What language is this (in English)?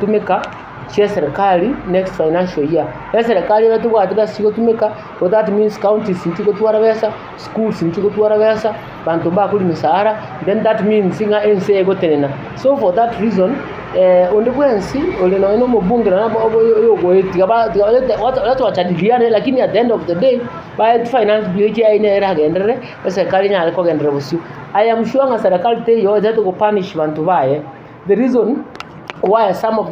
Gusii